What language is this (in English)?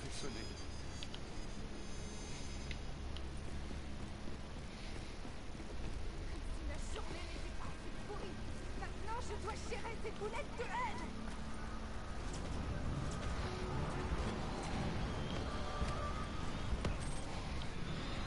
French